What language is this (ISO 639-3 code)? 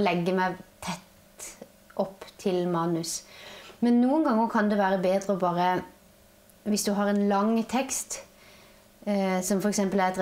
nor